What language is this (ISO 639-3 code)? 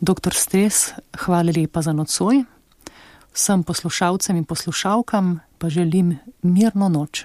slv